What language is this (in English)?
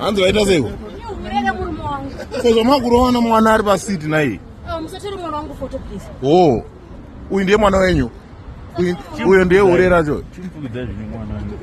Shona